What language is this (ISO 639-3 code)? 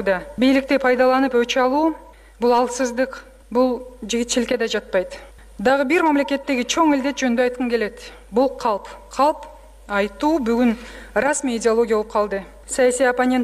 kir